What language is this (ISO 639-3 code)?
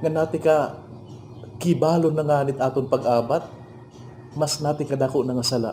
war